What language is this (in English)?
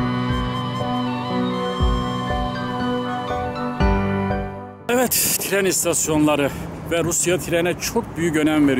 Turkish